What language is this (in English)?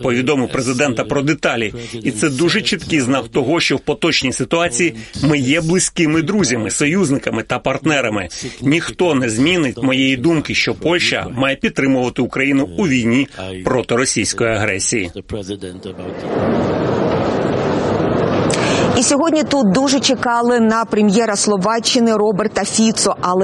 Ukrainian